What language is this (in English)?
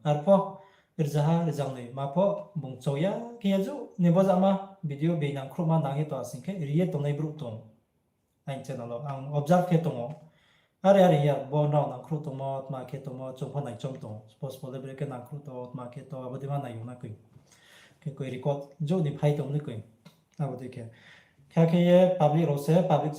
Riang (India)